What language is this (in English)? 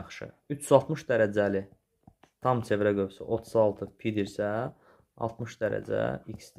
Azerbaijani